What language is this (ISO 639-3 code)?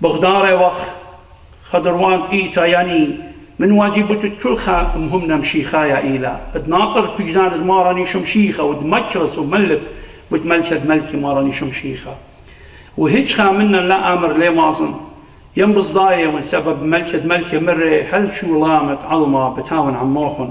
aii